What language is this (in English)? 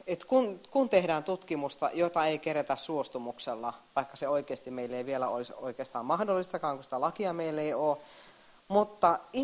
Finnish